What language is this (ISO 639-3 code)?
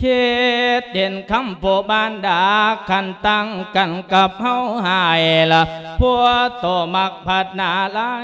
lao